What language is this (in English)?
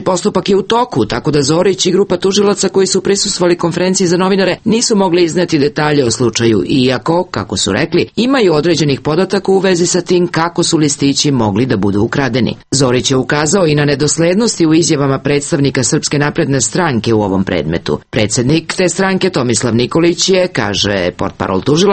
Serbian